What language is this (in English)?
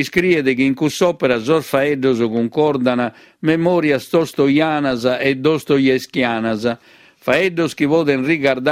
Sardinian